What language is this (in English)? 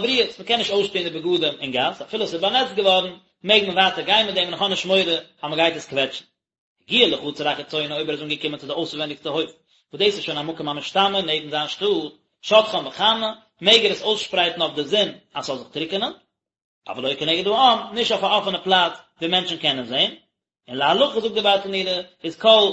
Yiddish